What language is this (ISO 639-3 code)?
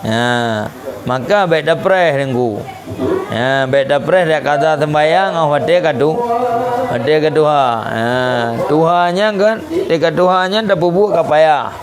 ace